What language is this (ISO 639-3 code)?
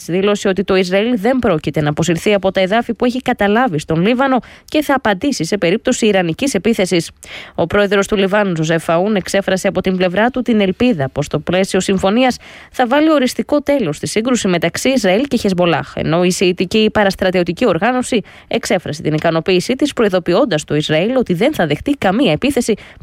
ell